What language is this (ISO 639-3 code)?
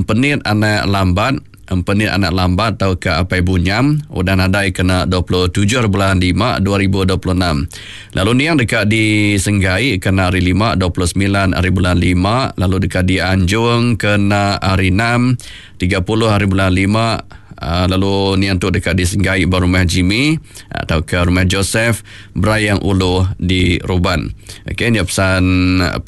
iba